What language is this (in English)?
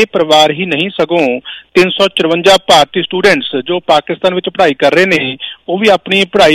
Punjabi